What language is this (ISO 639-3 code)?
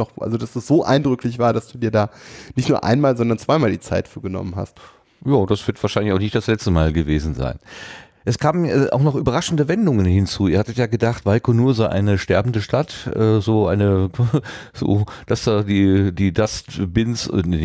deu